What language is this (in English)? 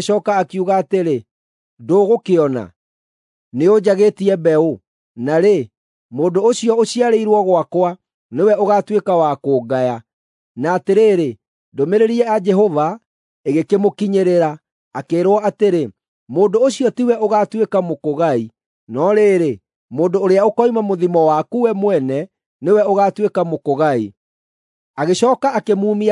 Kikuyu